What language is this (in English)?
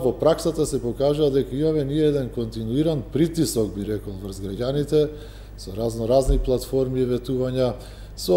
Macedonian